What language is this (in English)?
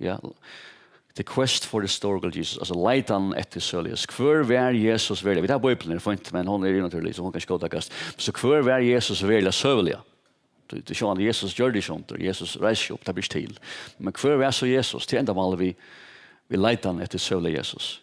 Faroese